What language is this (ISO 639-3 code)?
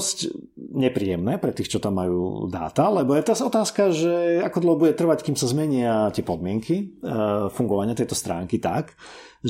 slk